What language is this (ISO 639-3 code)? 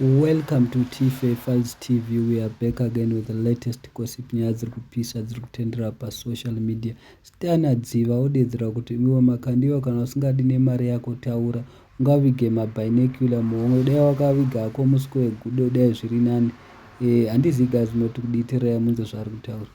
sna